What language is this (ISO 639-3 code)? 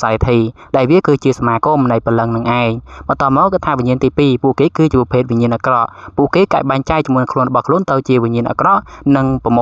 khm